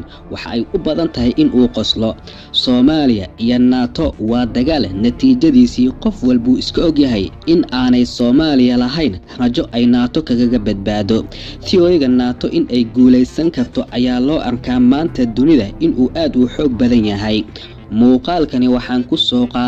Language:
Somali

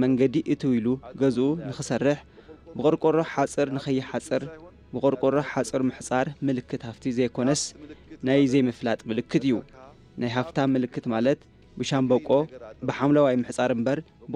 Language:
Tigrinya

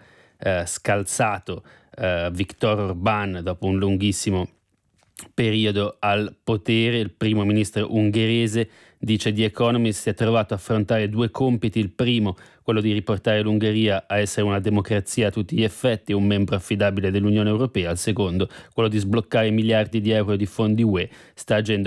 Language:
Italian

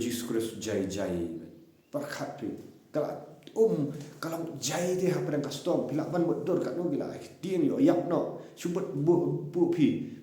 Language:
Khasi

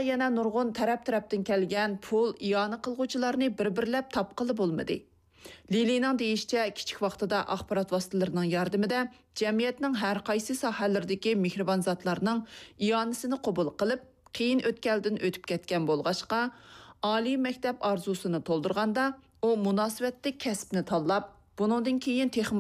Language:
Uyghur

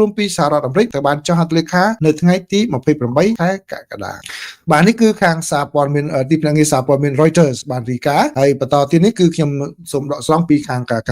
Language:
Khmer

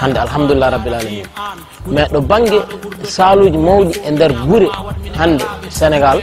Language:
Fula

